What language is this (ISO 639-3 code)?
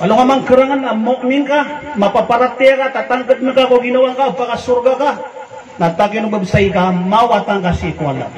mrw